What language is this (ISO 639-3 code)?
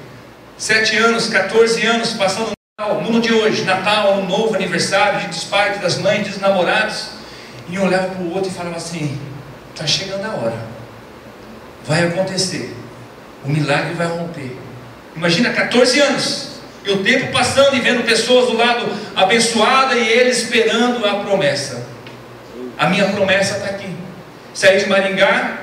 por